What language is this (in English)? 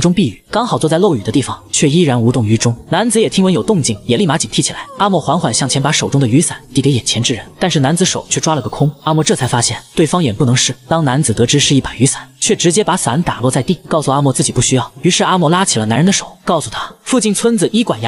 Chinese